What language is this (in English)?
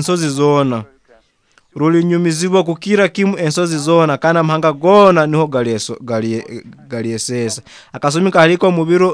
Nyoro